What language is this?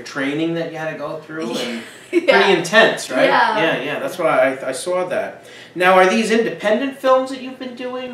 English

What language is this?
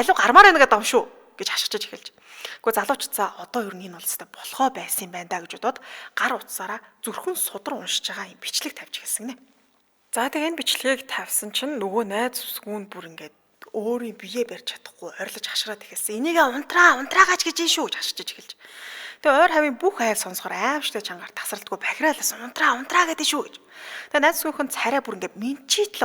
Mongolian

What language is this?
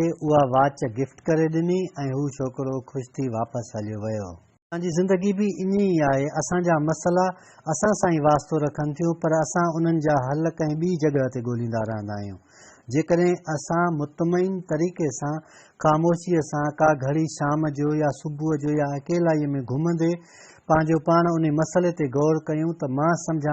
Sindhi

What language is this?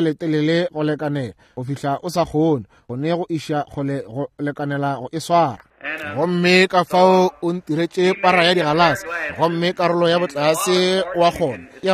Northern Sotho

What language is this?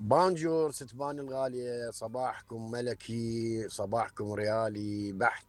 Mesopotamian Arabic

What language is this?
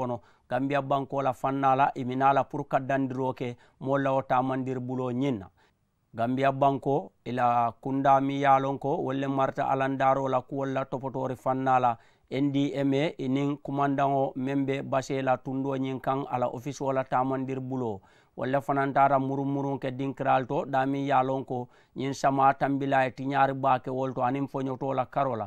Mandingo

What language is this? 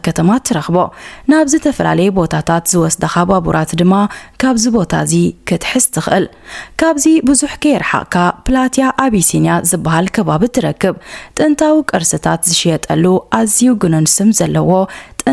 Tigrinya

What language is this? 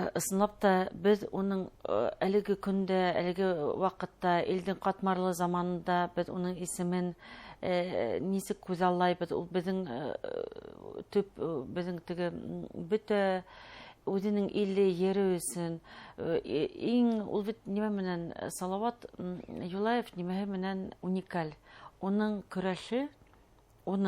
Bashkir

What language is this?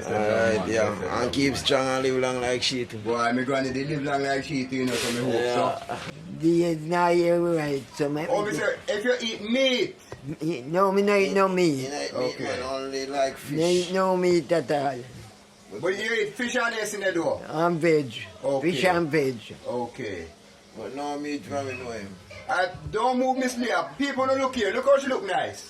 Jamaican Creole English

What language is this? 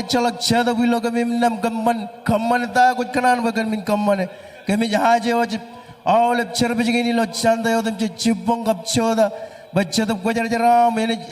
Marshallese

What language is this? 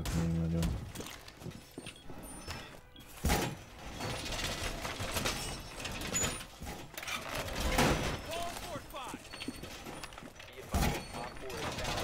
Hungarian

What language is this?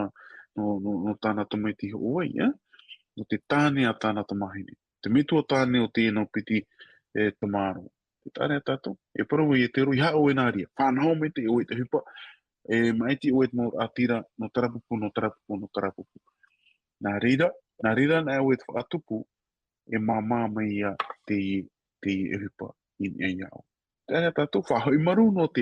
Tahitian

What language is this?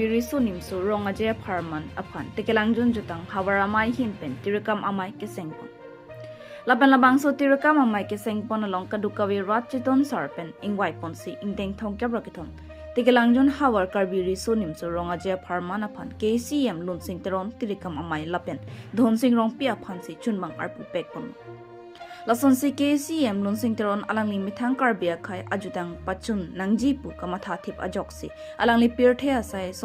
Karbi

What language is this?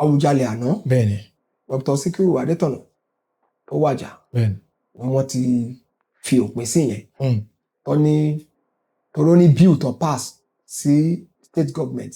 Yoruba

